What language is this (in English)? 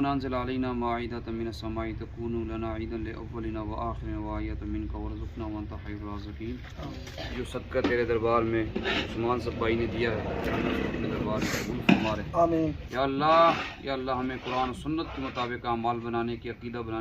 Pahari-Potwari